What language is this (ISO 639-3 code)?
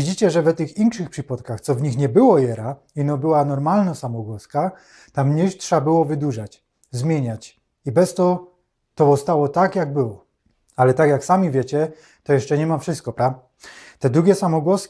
szl